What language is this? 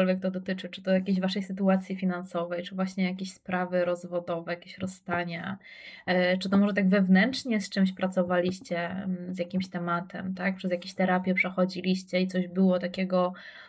Polish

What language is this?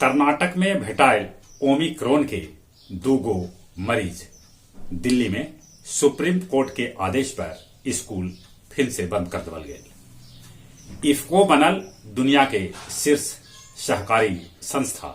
Magahi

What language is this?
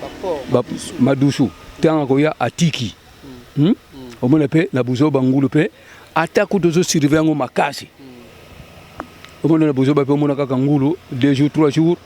Lingala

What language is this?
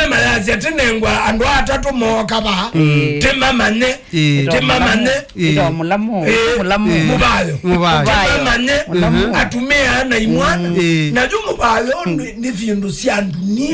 Kamba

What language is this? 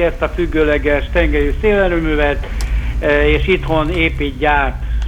Hungarian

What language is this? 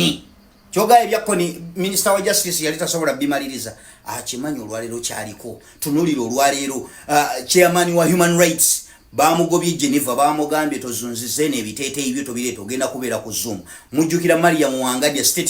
Ganda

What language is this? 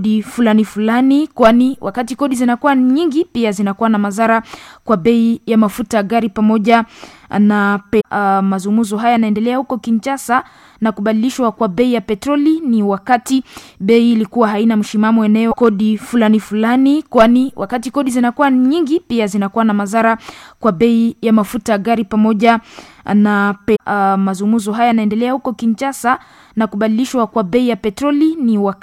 Swahili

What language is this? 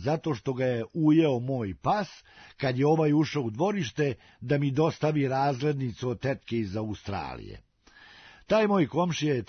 Serbian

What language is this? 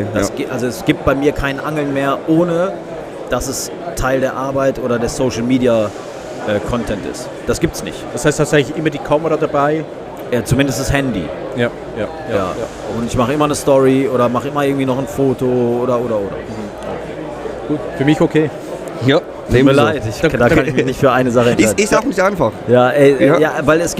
Swiss German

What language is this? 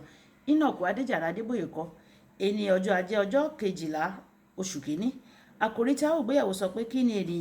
Yoruba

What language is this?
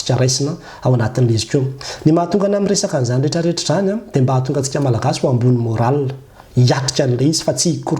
Malagasy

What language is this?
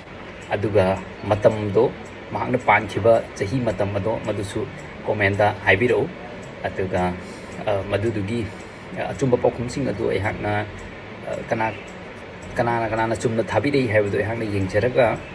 Manipuri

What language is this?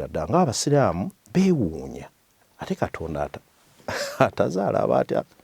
Ganda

